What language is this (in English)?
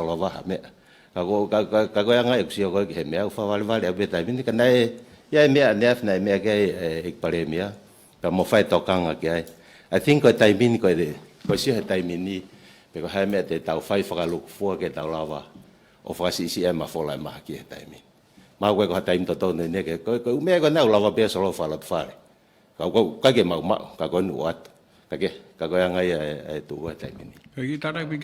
Tongan